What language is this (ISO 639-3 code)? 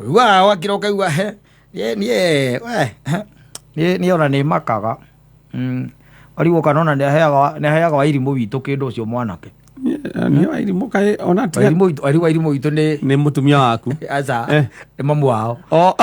kik